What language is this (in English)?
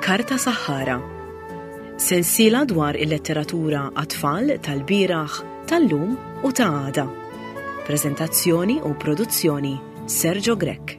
Maltese